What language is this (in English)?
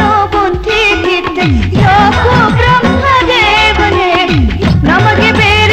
Kannada